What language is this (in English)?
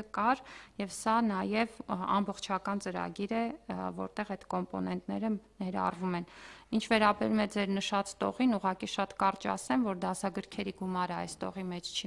Armenian